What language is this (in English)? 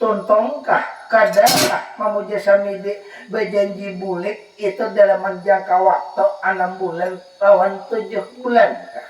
Banjar